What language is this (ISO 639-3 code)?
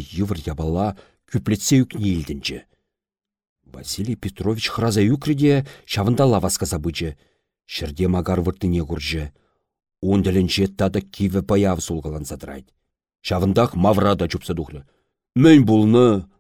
chv